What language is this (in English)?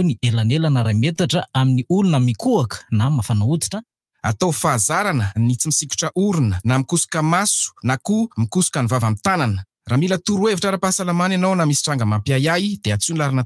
Malagasy